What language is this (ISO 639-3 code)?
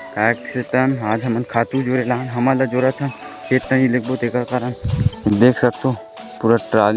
hne